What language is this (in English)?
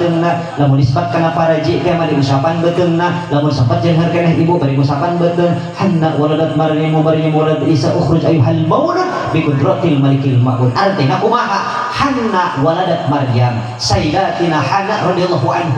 Sundanese